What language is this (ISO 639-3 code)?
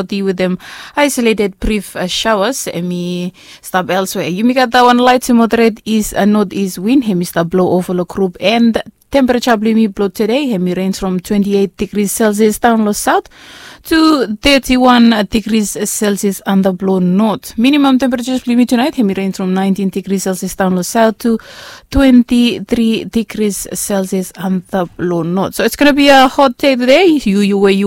bis